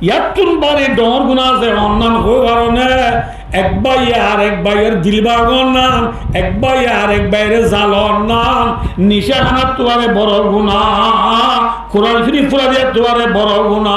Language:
Rohingya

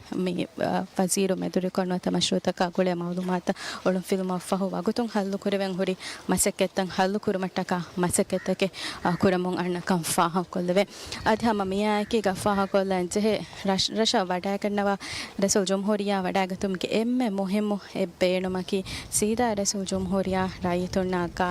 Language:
Divehi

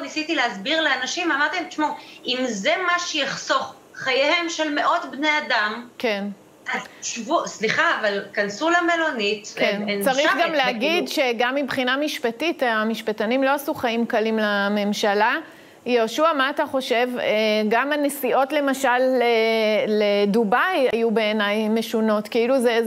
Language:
Hebrew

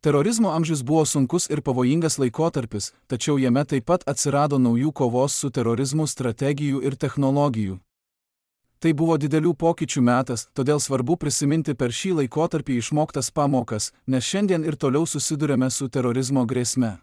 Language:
Lithuanian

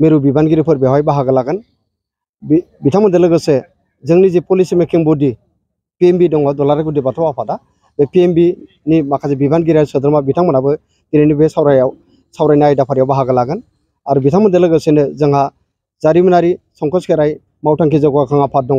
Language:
Bodo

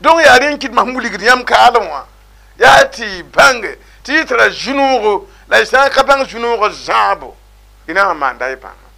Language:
Mossi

